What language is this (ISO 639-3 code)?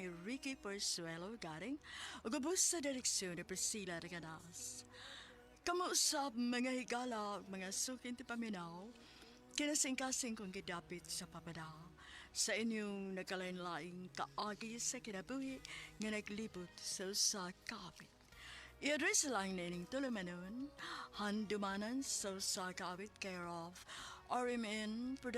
ceb